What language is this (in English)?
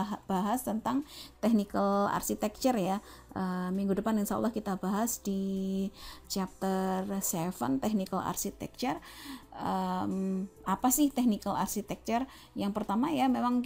Indonesian